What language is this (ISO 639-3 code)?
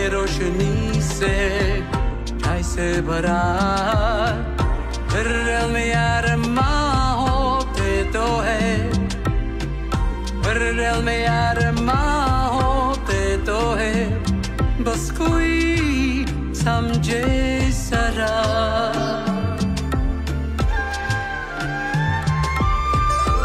nld